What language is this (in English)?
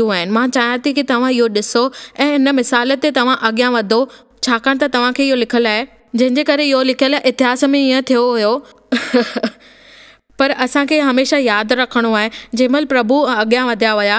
Sindhi